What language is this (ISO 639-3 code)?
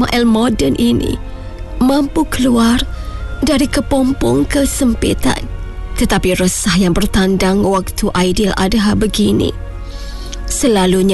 msa